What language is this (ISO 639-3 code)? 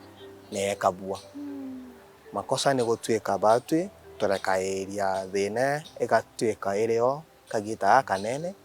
mer